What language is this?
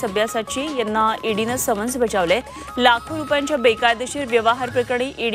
Marathi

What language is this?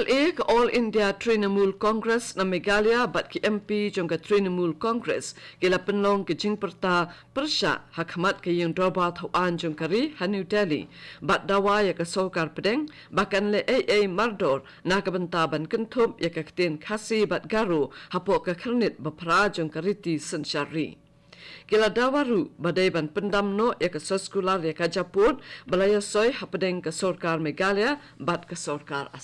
Khasi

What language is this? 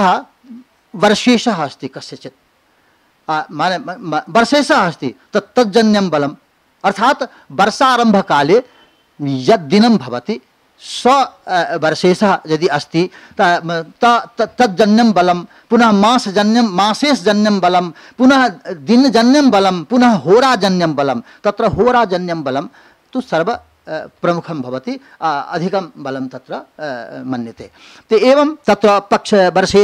Sanskrit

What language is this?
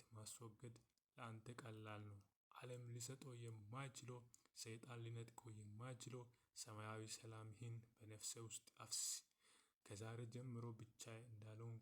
Amharic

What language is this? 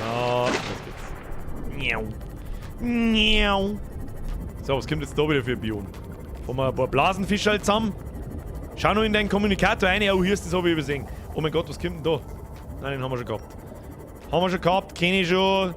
Bavarian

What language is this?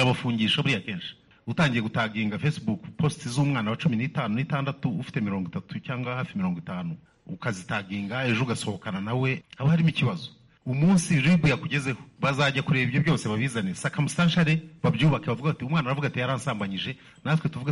Kinyarwanda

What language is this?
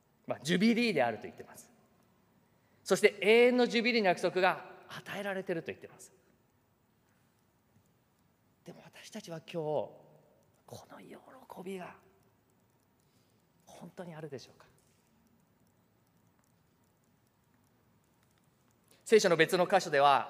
Japanese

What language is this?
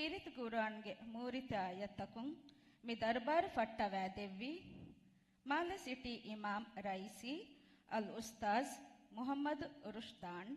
Divehi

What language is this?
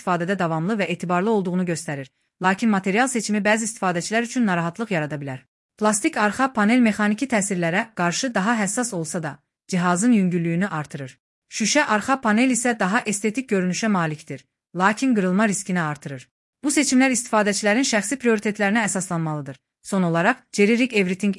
Azerbaijani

